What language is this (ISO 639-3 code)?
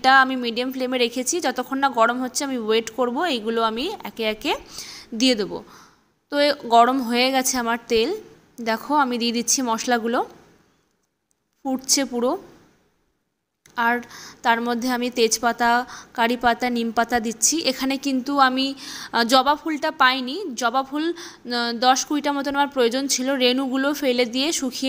ben